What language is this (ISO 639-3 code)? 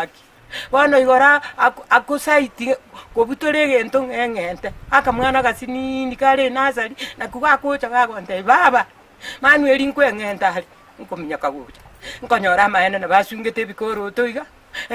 guz